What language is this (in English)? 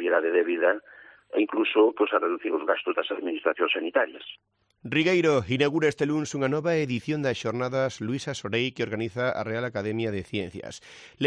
Galician